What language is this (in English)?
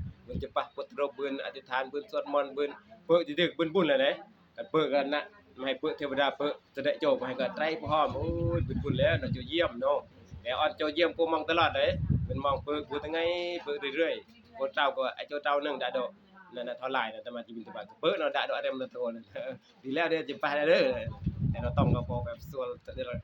Northeastern Thai